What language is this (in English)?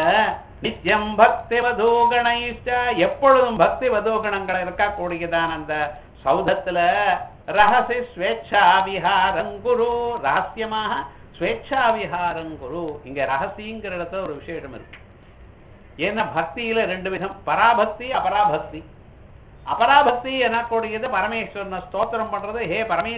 Tamil